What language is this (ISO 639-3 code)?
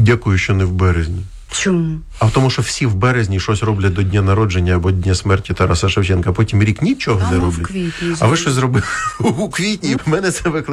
ukr